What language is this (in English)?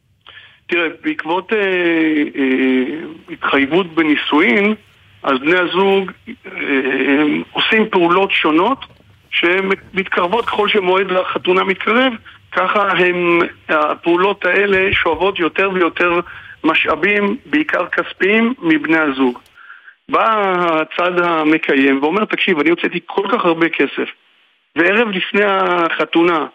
Hebrew